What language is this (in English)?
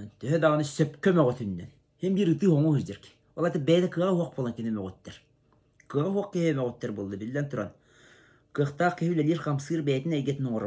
Yakut